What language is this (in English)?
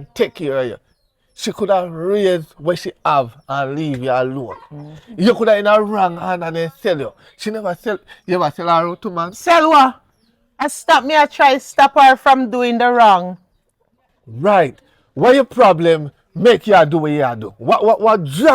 Jamaican Creole English